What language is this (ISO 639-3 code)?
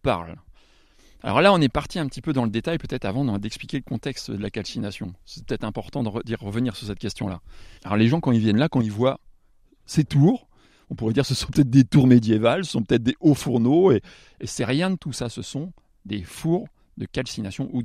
fra